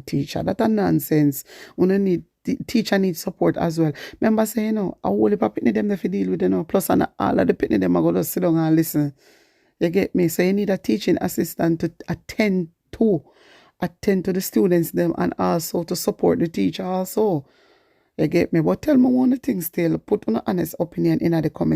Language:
Jamaican Creole English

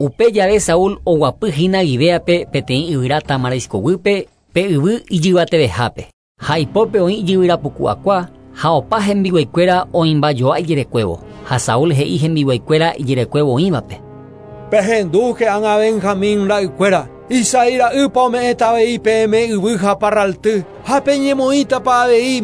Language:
Guarani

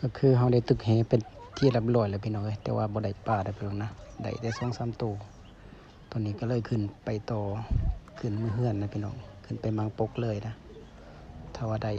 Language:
Lao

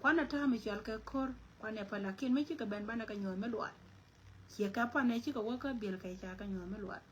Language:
Nuer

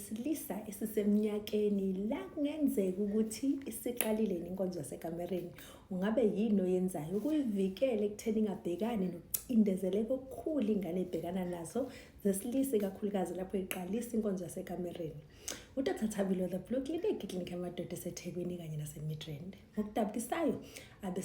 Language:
Zulu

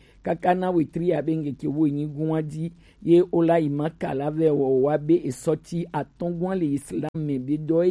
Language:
Gen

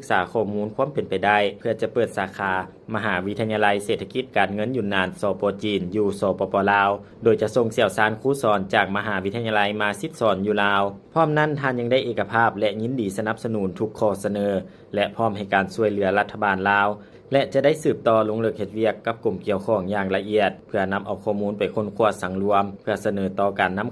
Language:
Lao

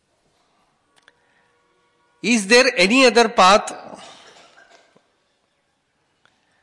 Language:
English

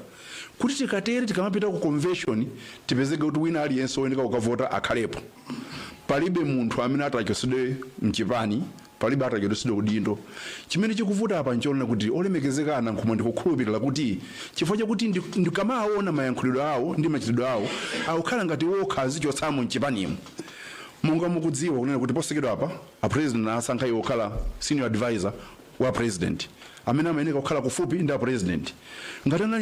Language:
Nyanja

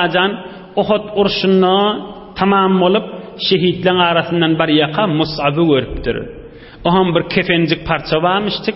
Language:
Turkmen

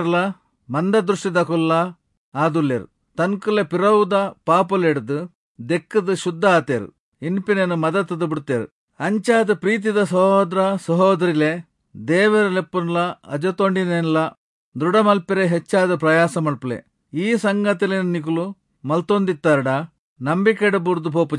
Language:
Tulu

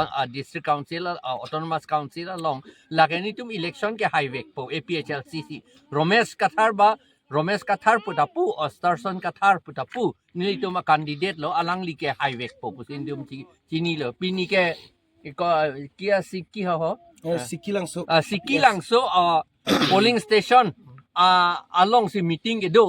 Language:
Karbi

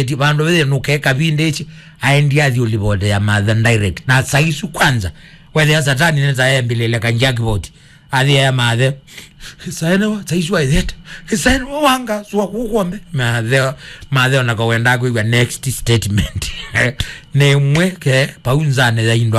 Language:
Kamba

